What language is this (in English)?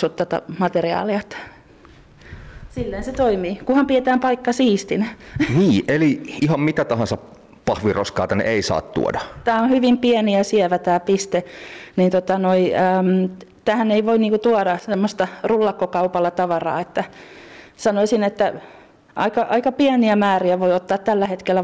Finnish